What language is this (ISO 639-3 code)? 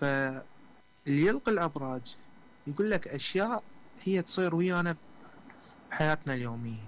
acm